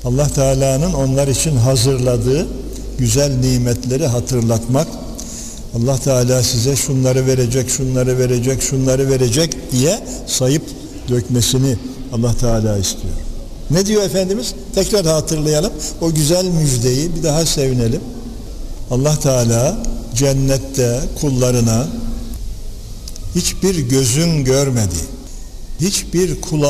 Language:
Turkish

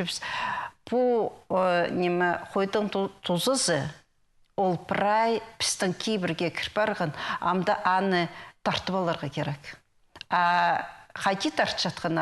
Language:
Khakas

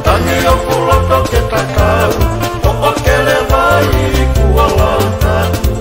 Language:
Tongan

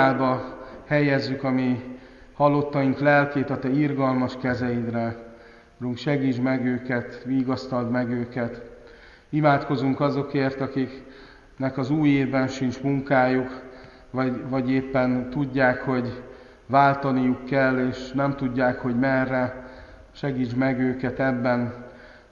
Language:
Hungarian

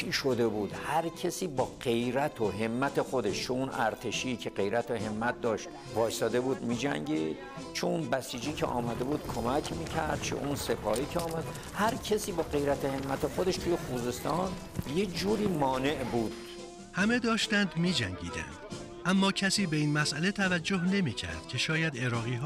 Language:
Persian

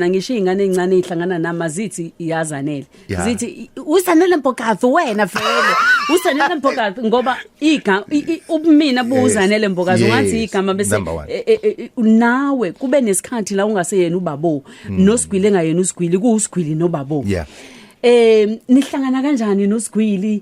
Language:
Zulu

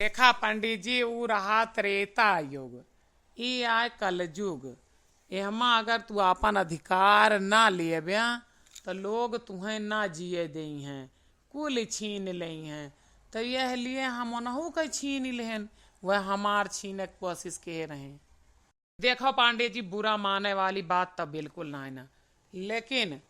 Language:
Awadhi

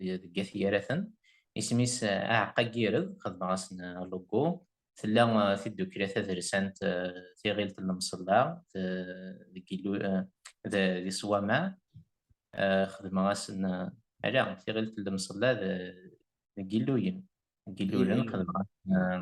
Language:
Kabyle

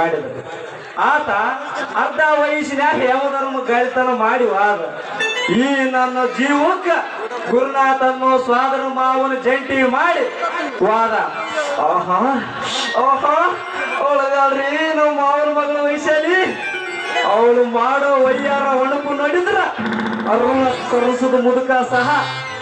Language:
Kannada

